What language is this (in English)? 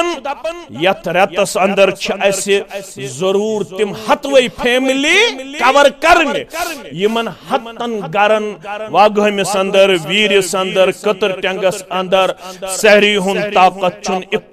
Kashmiri